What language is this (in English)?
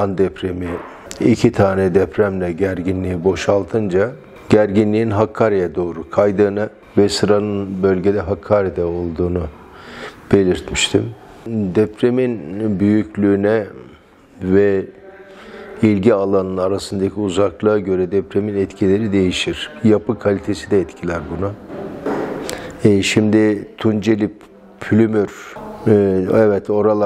Turkish